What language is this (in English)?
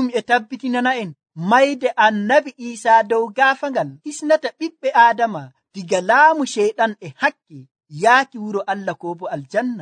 Nigerian Fulfulde